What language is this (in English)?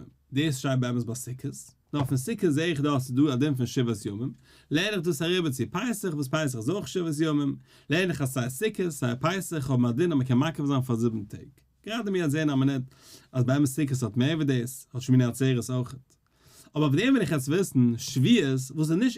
Yiddish